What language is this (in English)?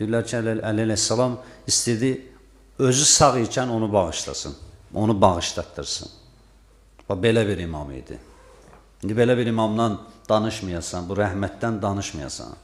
Azerbaijani